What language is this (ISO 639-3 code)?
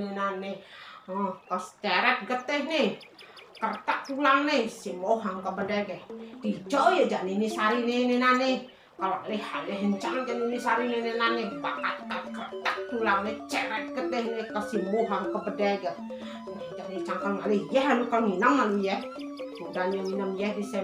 ban